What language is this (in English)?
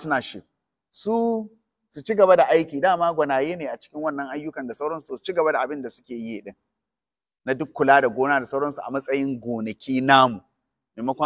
Hausa